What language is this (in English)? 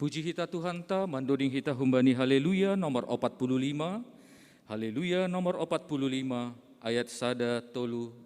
Batak Simalungun